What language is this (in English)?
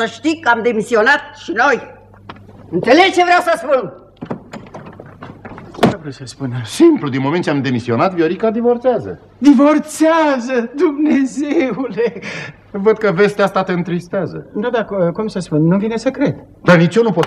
Romanian